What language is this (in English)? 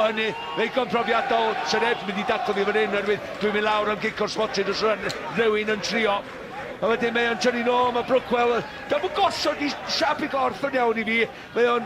Welsh